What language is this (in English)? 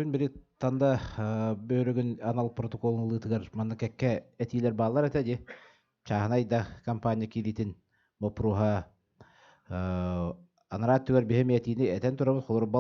Yakut